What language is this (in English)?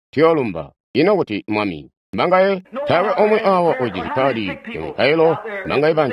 Tonga (Zambia)